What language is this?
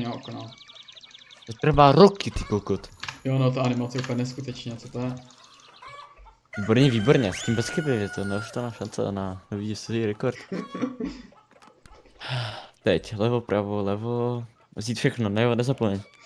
Czech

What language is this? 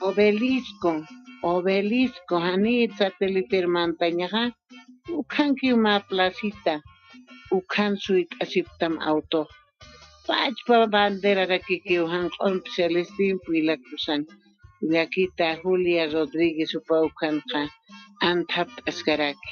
Aymara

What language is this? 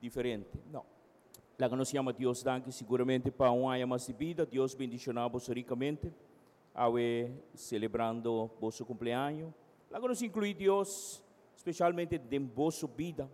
Papiamento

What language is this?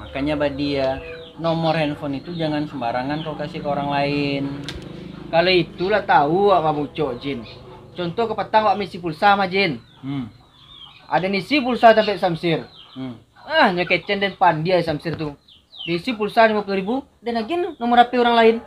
Minangkabau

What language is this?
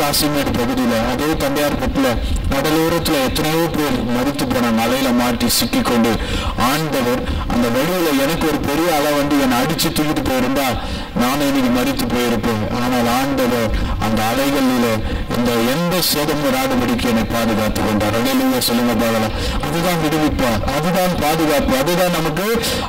Tamil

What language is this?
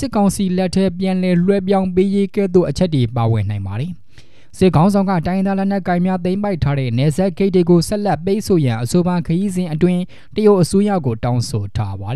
Burmese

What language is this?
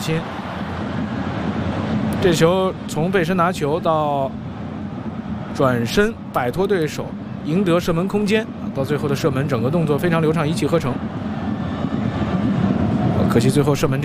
Chinese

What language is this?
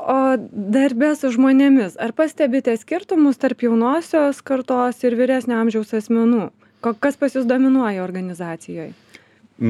Lithuanian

